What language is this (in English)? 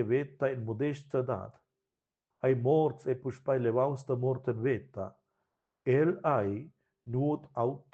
Romansh